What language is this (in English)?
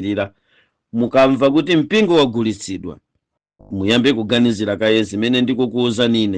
Nyanja